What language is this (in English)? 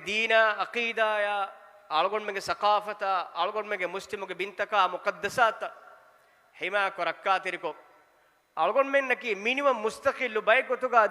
Divehi